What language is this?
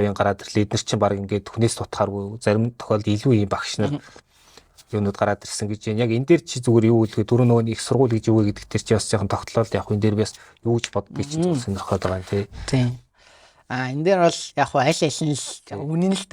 Mongolian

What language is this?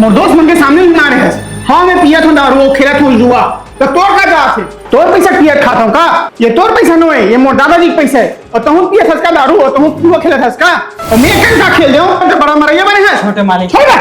Chhattisgarhi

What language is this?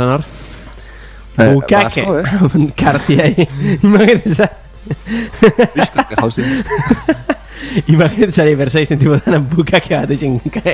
Basque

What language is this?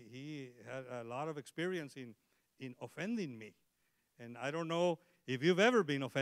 English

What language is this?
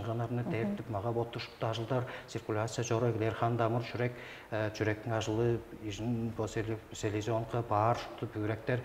Tuvinian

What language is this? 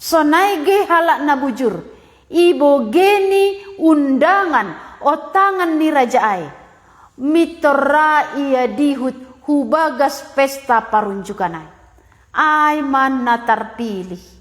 Batak Simalungun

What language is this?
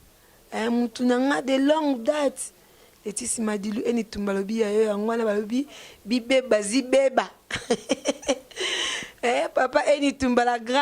Lingala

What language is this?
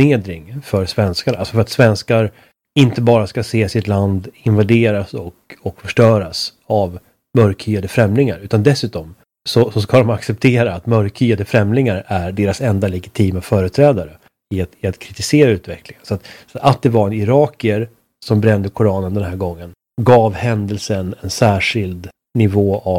Swedish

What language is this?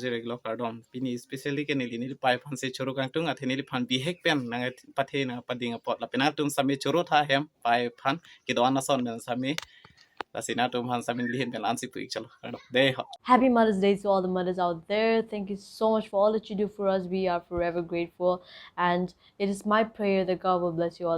Karbi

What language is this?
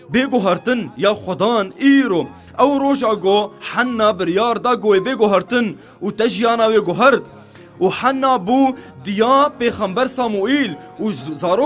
Kurdish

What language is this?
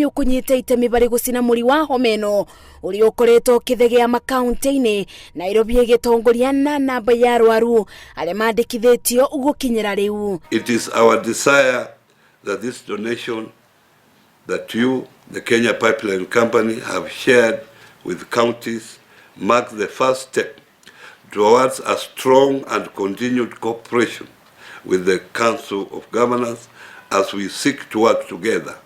Kikuyu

